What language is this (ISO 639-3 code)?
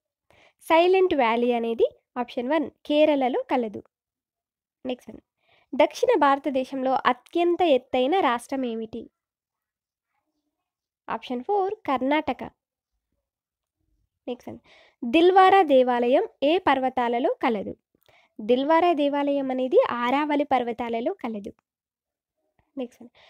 tel